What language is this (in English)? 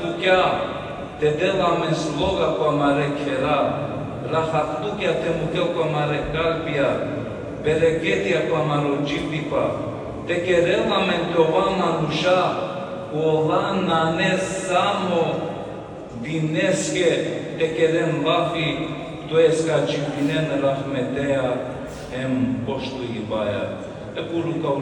Balkan Romani